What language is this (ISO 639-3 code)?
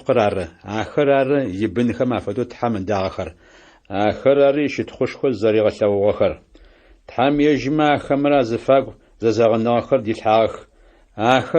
ady